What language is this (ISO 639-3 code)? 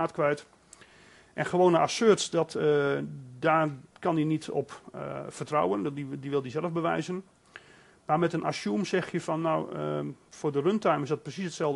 nld